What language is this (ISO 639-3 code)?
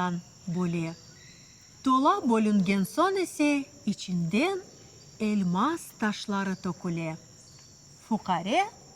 crh